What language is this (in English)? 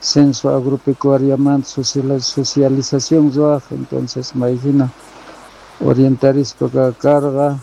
Quechua